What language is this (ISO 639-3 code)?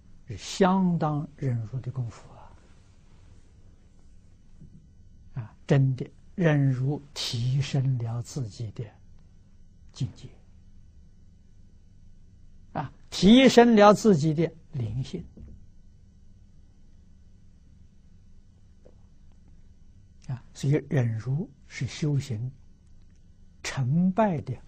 zho